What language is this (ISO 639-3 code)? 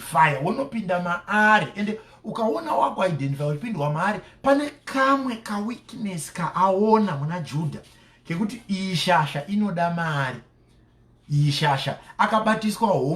sna